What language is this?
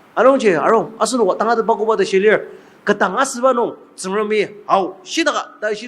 Ao Naga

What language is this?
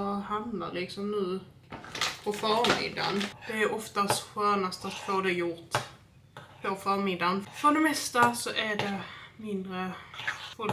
Swedish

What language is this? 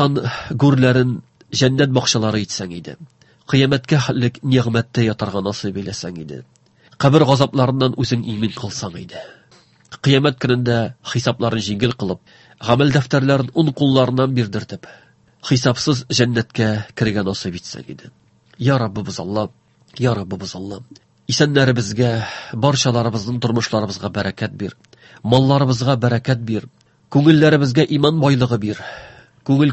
Tatar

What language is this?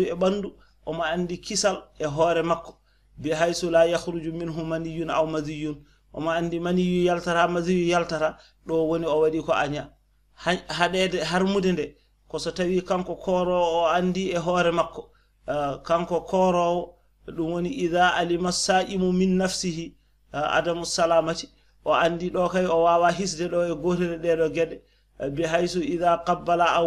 Fula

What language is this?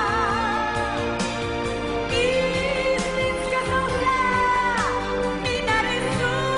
Bulgarian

